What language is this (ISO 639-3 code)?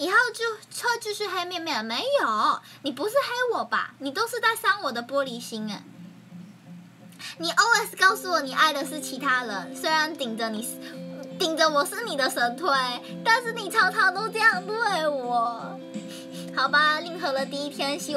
zho